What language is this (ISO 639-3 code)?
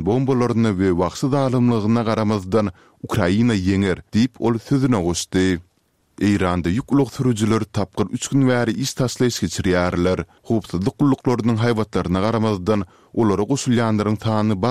tuk